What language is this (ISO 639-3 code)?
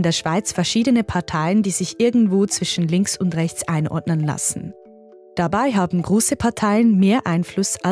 gsw